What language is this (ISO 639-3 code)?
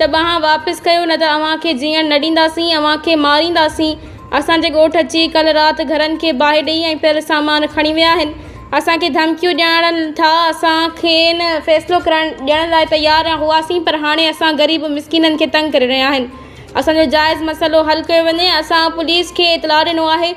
snd